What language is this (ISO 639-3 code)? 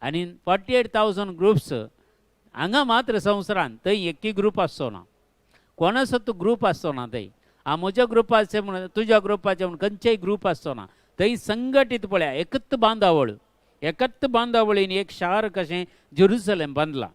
kok